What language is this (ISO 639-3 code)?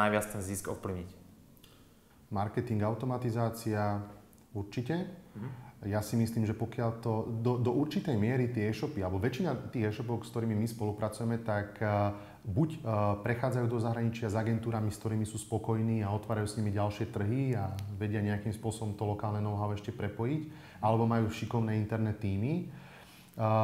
slk